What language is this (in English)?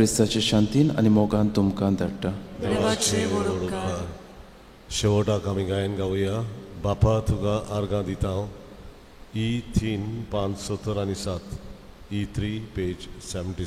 Konkani